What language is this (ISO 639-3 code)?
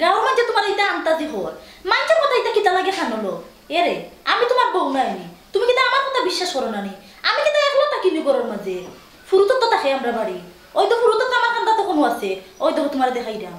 syl